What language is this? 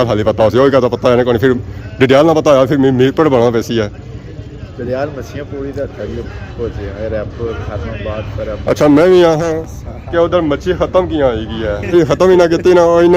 Pahari-Potwari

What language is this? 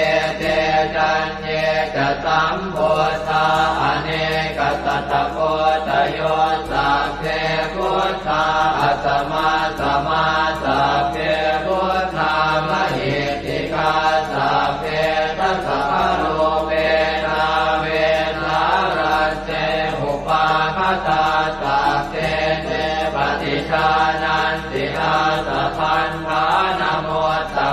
Pali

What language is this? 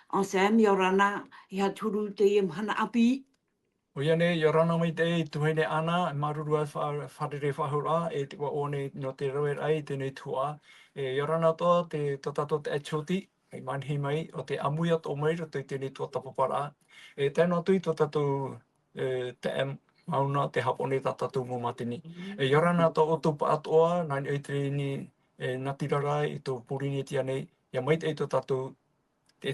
Tahitian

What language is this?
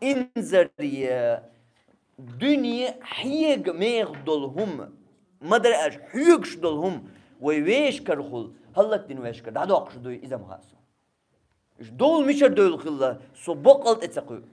Chechen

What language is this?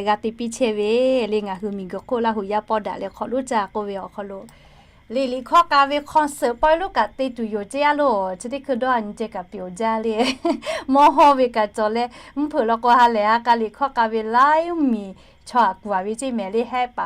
Lahu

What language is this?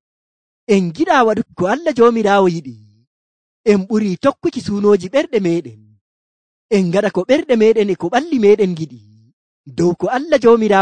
Nigerian Fulfulde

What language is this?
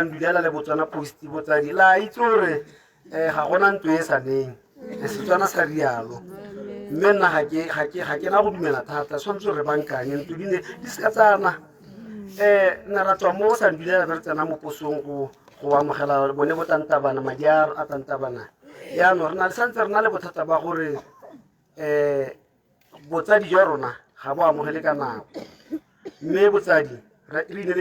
Tswana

